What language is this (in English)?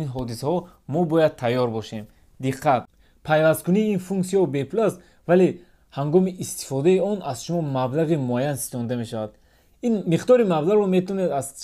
Tajik